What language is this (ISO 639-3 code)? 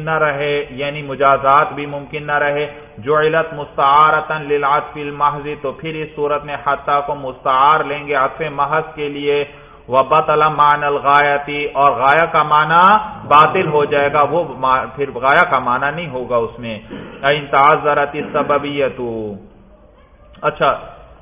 urd